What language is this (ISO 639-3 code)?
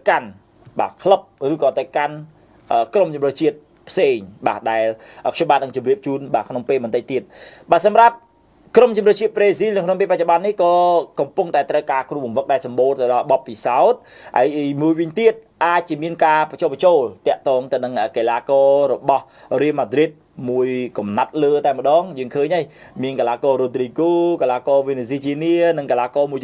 khm